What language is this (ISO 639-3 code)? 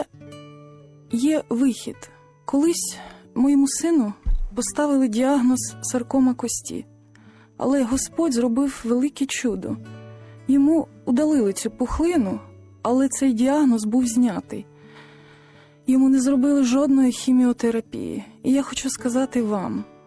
ukr